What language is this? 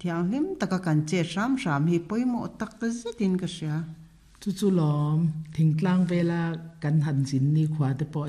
Mizo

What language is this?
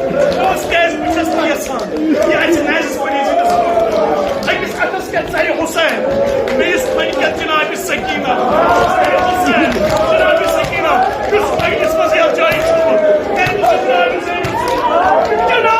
Kashmiri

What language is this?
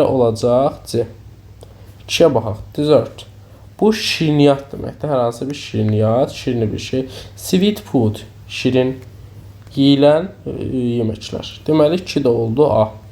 Azerbaijani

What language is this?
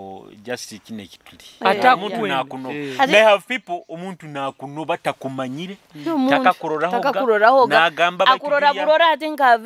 Nyoro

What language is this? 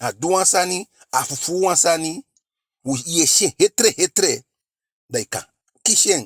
Eastern Maroon Creole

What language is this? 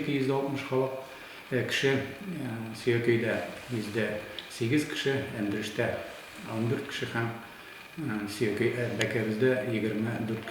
Tatar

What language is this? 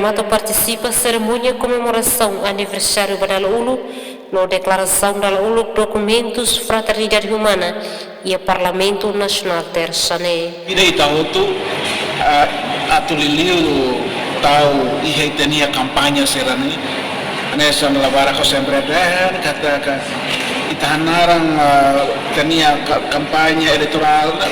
Tetum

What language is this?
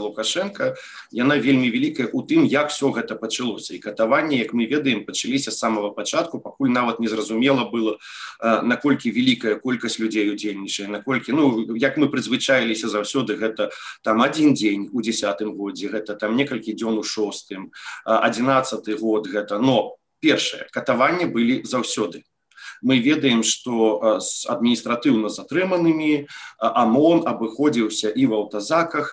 Belarusian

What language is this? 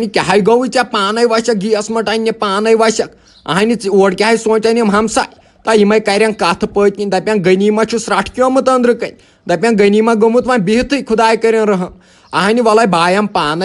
Kashmiri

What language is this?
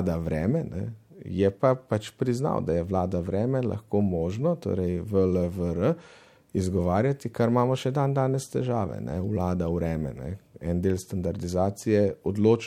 Slovenian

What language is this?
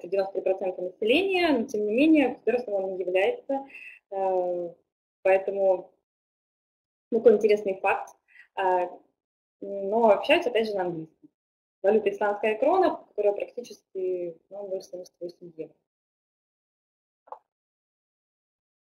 Russian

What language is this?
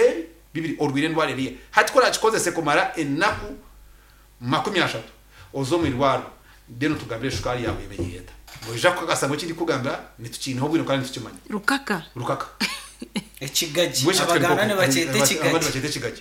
Nyankole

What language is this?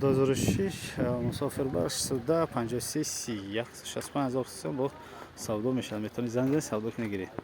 Tajik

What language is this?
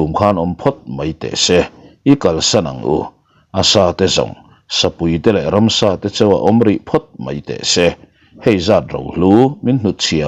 Mizo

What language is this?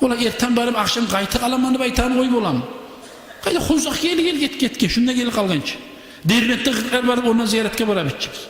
Kumyk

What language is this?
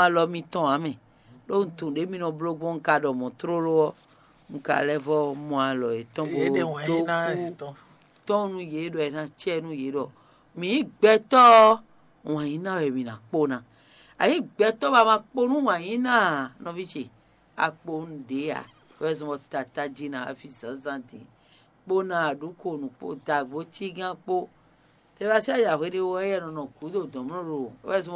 Fon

